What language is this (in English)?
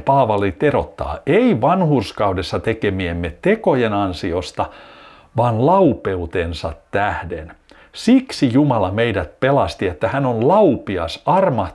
Finnish